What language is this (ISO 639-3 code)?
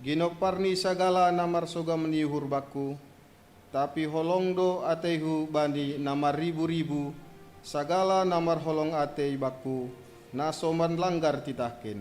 bts